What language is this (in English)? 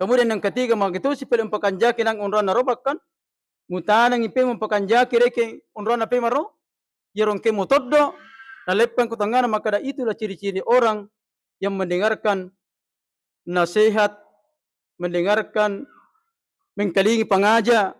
Buginese